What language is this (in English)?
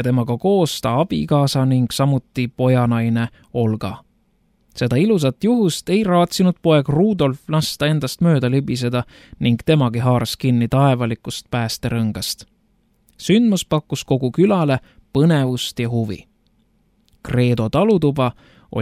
Estonian